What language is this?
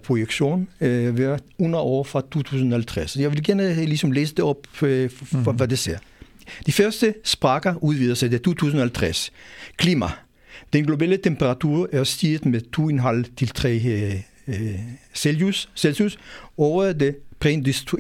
Danish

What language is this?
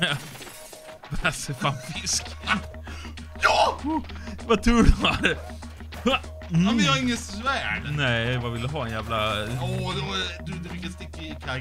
Swedish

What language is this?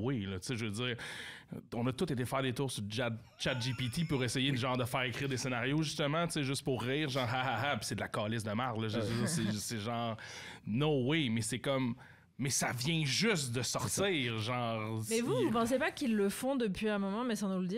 French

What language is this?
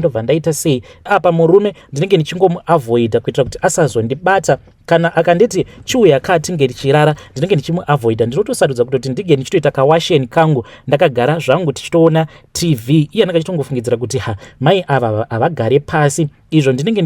Shona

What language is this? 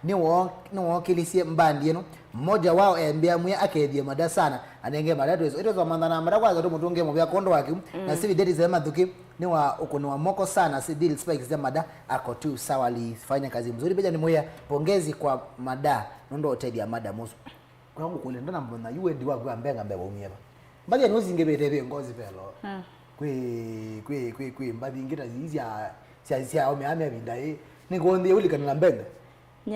Kamba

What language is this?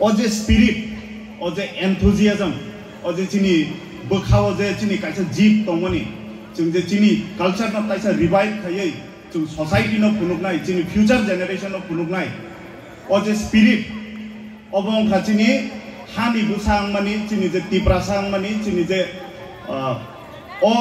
Kok Borok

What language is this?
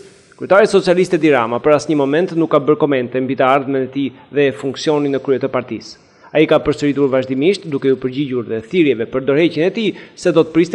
Albanian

